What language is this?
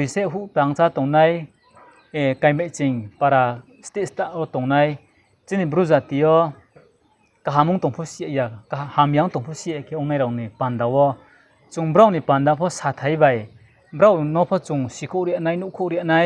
Riang (India)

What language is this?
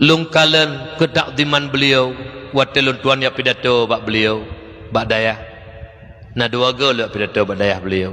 Achinese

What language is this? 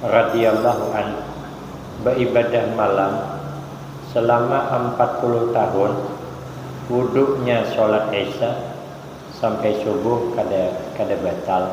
Banjar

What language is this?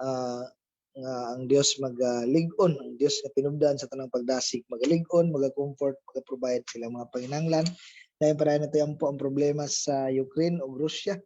Cebuano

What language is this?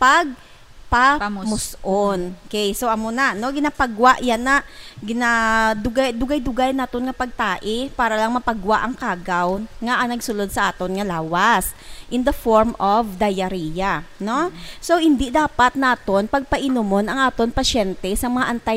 Hiligaynon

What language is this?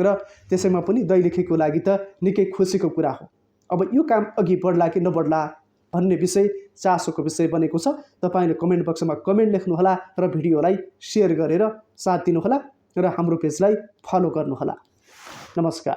Nepali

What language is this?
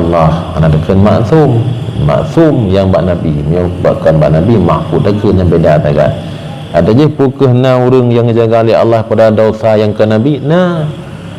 Achinese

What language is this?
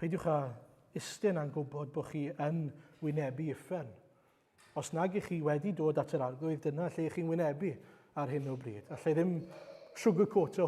Welsh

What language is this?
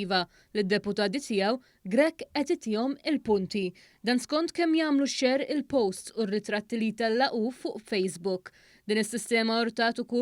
Maltese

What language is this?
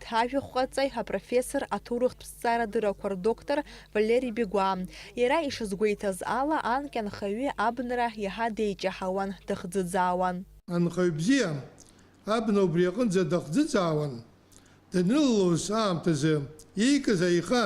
Abkhazian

